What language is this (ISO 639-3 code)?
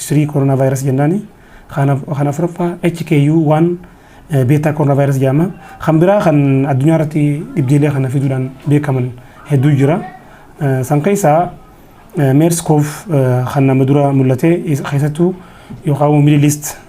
orm